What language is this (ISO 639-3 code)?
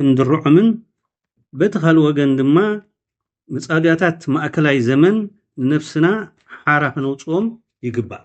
tir